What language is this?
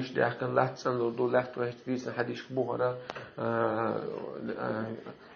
Chechen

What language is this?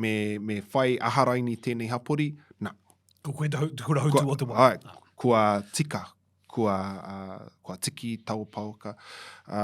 Māori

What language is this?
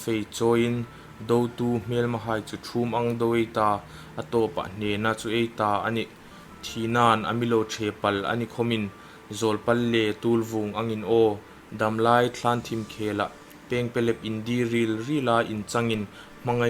Hmar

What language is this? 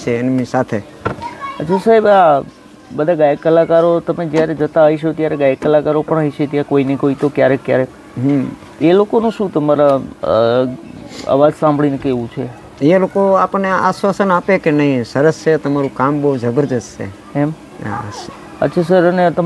Gujarati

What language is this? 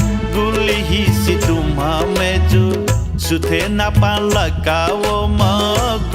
Newari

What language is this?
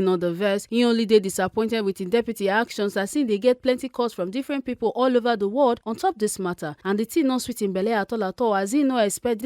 Nigerian Pidgin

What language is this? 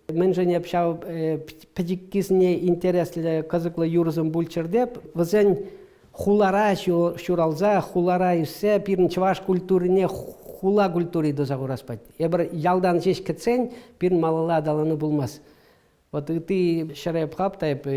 Chuvash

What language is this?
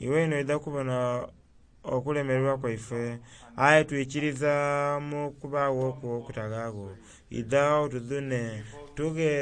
Soga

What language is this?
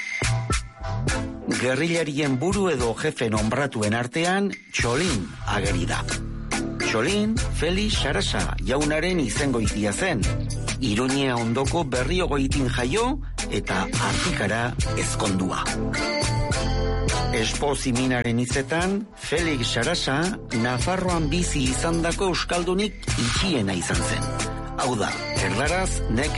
Basque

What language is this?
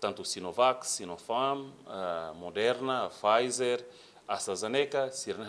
Tetum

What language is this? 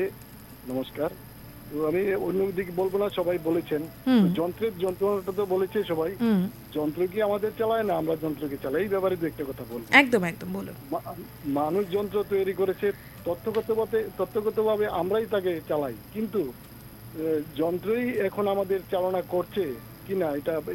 Bangla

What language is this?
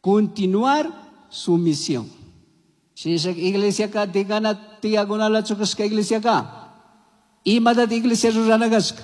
Chimborazo Highland Quichua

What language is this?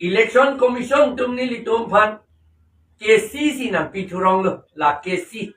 Karbi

